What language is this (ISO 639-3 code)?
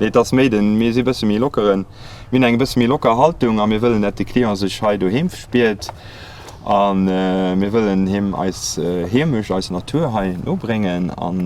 ltz